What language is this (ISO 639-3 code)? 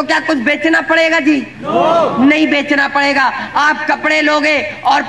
hin